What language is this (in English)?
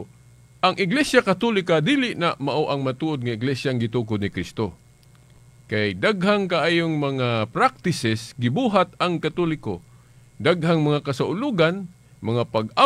Cebuano